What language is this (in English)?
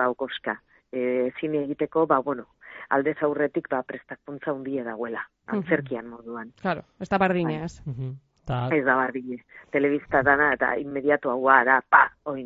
Basque